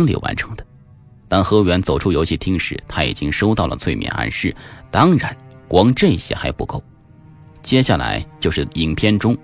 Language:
Chinese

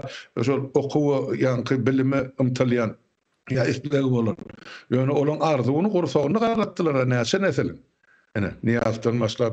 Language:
Turkmen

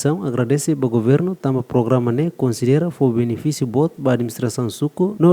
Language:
Tetum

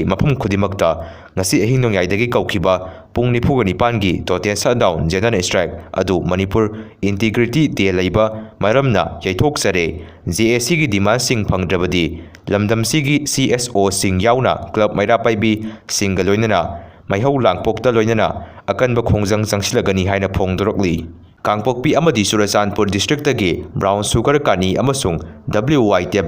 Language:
Manipuri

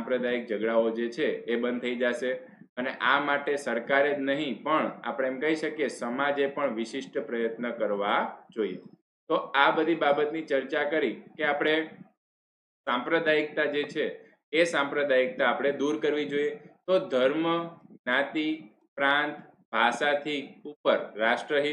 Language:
Gujarati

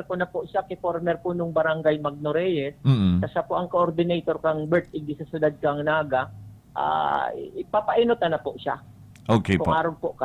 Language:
Bikol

